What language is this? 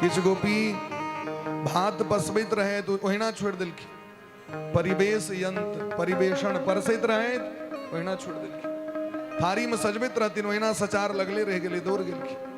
Maithili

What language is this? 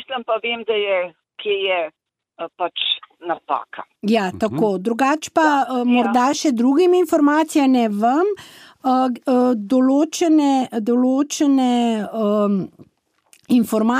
Slovenian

